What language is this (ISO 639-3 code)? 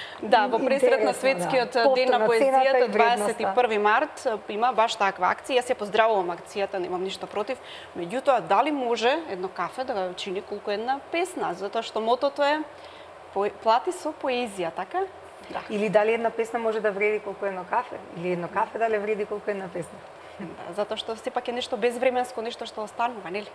mkd